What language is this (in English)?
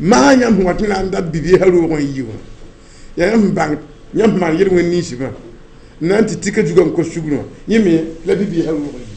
Mossi